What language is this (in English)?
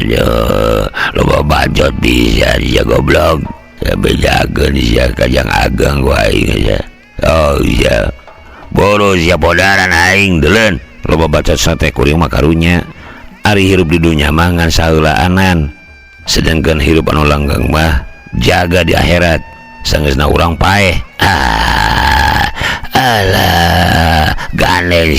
Sundanese